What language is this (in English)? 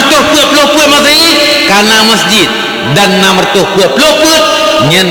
Achinese